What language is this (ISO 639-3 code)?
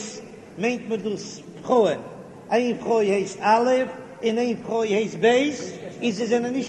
yid